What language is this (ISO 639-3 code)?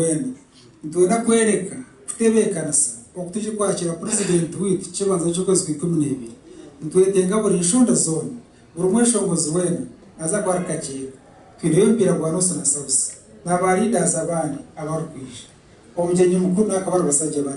nyn